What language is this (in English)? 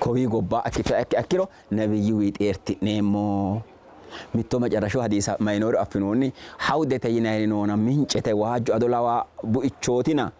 Sidamo